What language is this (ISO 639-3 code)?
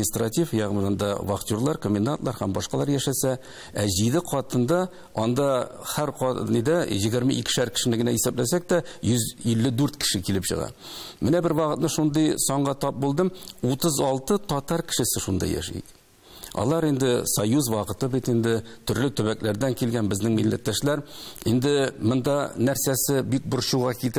tat